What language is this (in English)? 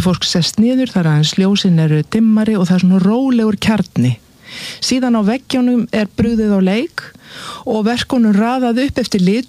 Icelandic